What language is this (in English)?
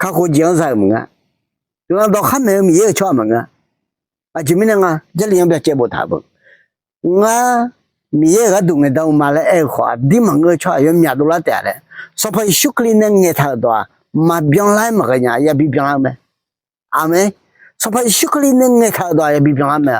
Akha